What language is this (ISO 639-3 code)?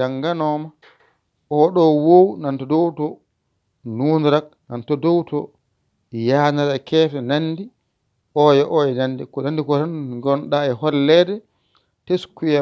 ful